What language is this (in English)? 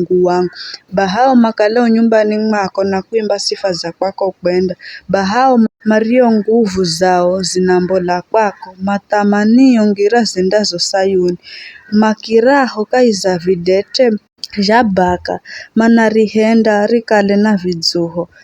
Giryama